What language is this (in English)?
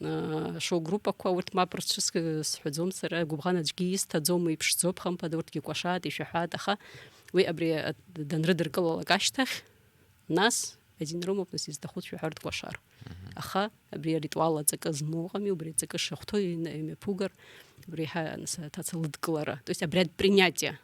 Abkhazian